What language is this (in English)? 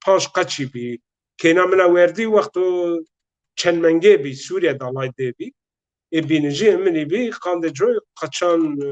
Zaza